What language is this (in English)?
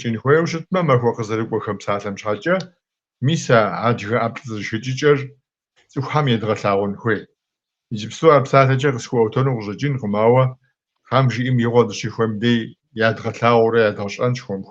Kabardian